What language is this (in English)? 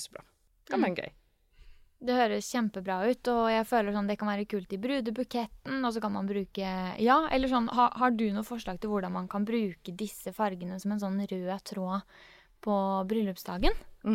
Norwegian